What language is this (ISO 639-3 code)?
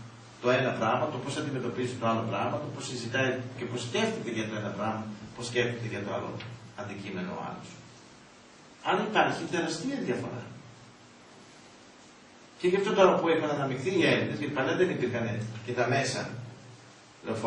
ell